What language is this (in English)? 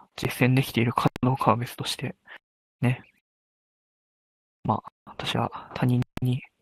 Japanese